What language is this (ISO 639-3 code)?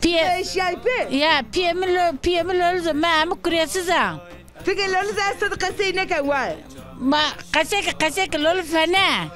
zza